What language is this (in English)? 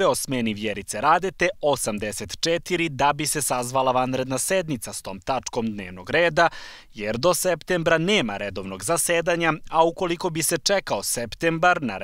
Serbian